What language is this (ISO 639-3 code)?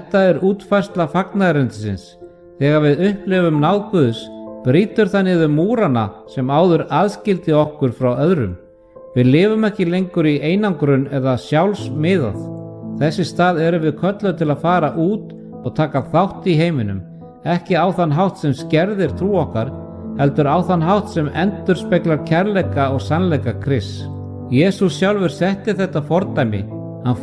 isl